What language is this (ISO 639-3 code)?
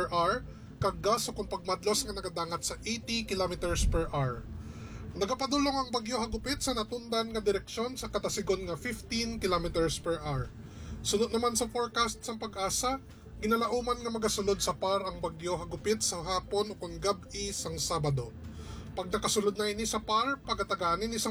hil